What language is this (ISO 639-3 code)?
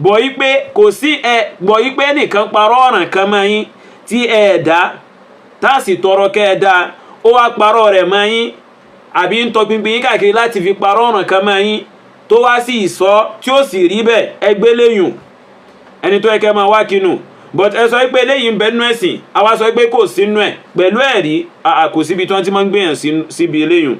yor